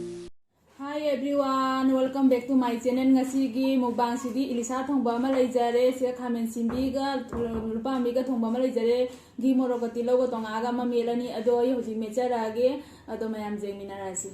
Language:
Manipuri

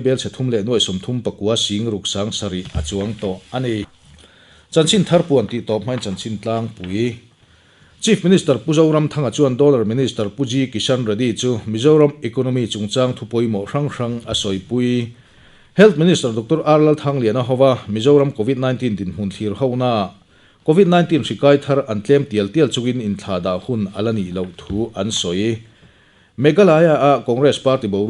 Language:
Mizo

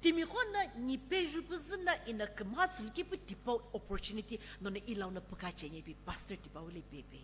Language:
Sumi Naga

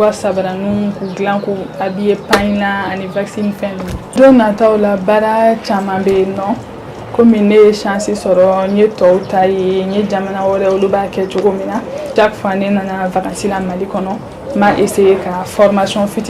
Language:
Bambara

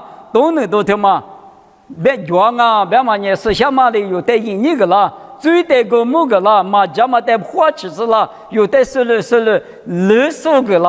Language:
Lisu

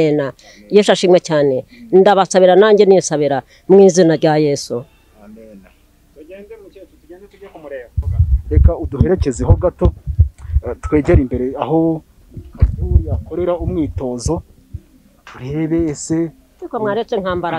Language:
Kinyarwanda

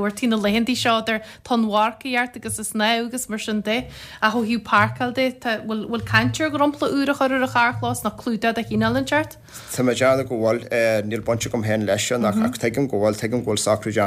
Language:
Irish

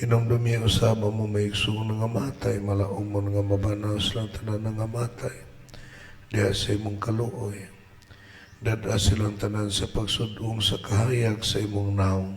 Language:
Cebuano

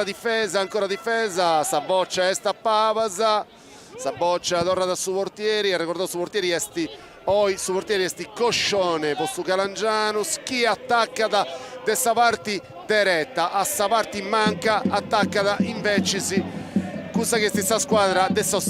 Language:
Sardinian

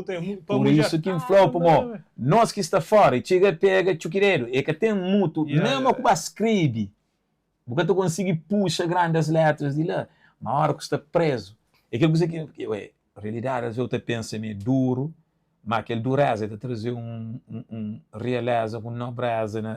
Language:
Kabuverdianu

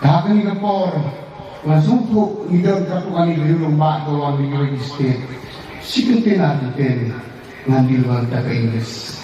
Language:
Khasi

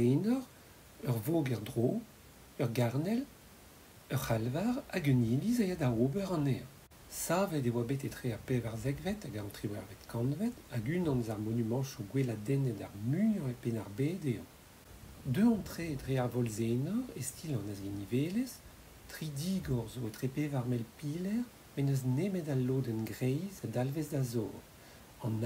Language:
Breton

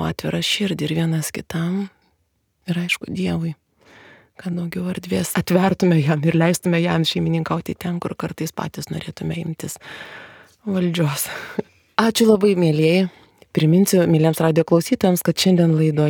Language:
Lithuanian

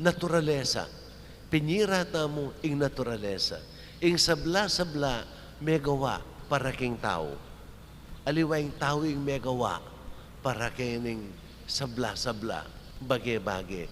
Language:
Pampanga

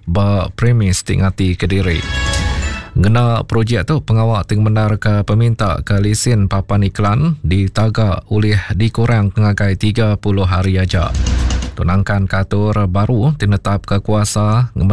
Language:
Iban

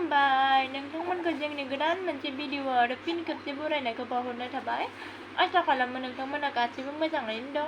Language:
Bodo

